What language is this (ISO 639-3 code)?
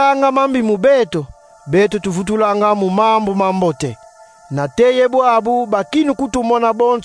kon